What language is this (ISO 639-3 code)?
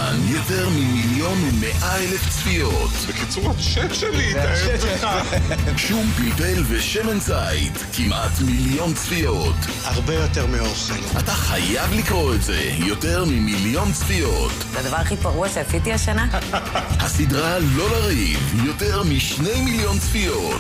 heb